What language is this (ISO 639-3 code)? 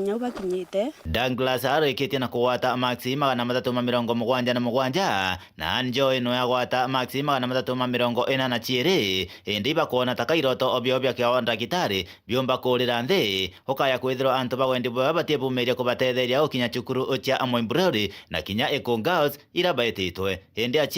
mer